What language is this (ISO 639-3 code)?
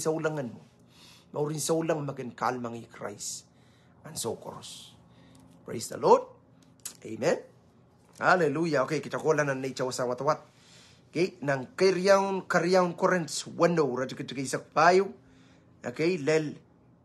pon